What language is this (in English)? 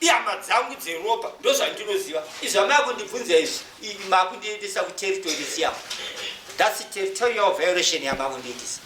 Shona